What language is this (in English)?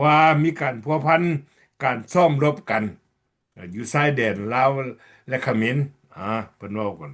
Lao